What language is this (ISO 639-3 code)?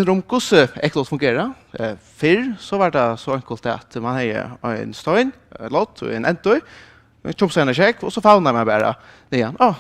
fao